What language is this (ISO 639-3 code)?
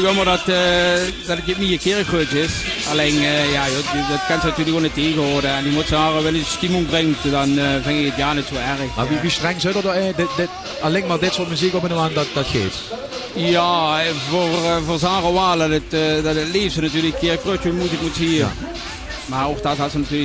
lim